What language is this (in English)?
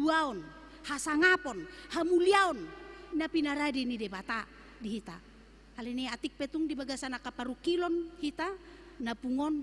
Batak Toba